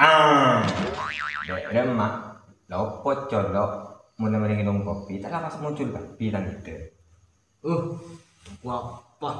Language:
Madurese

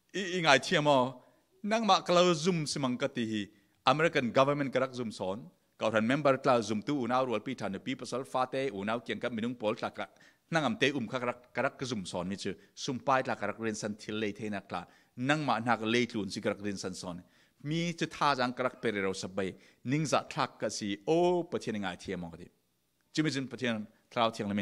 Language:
Falam Chin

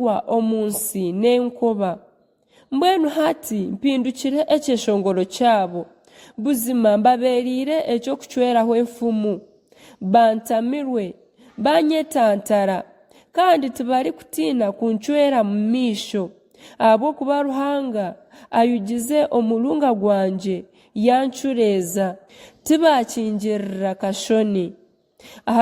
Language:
Nyankole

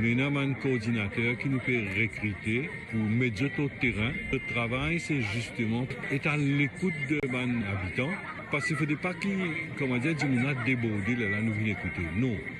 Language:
Morisyen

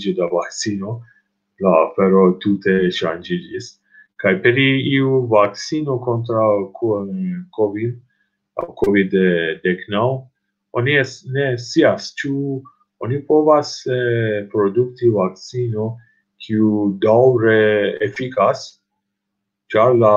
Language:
Esperanto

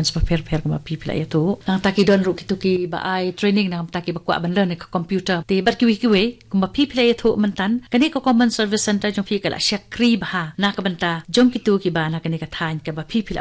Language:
Khasi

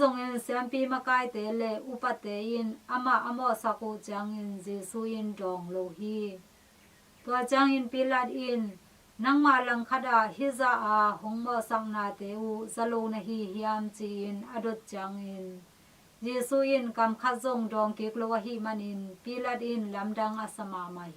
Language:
Tedim Chin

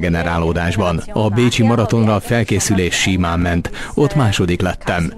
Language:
Hungarian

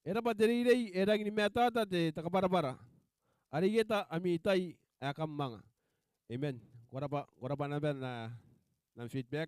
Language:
Gilbertese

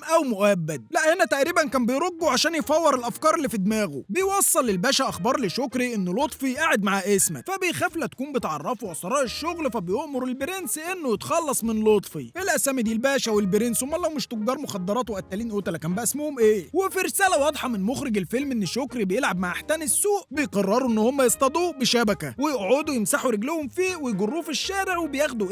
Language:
Egyptian Arabic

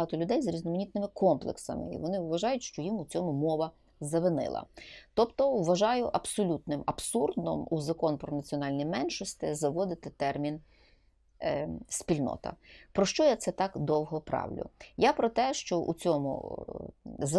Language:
Ukrainian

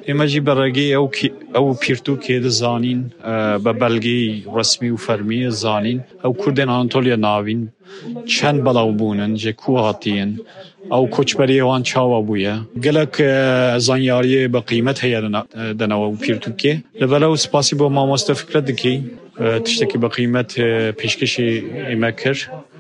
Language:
Kurdish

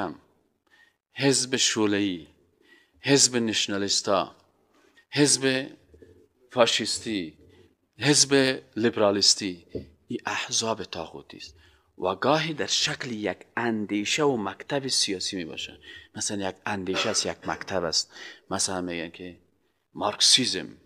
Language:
Persian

